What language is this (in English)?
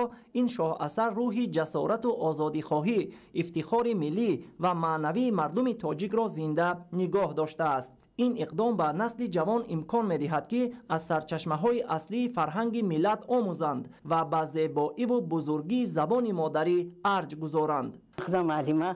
Tajik